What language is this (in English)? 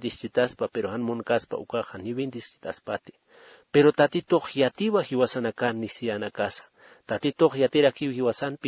Aymara